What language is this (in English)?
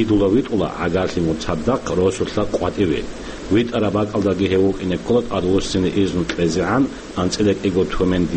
Avaric